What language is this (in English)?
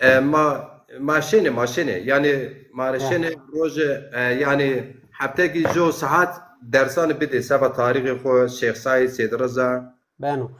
Zaza